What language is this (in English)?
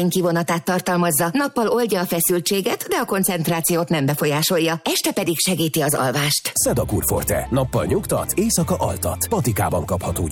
Hungarian